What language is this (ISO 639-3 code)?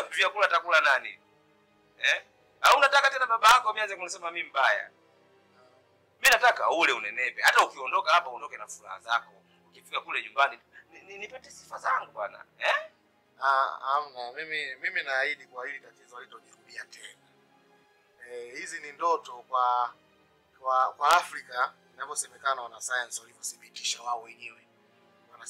swa